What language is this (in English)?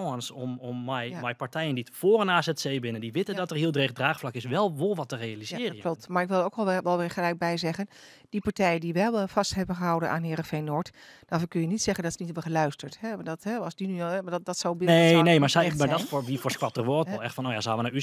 Western Frisian